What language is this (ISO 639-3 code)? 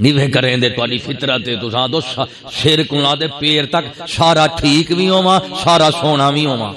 skr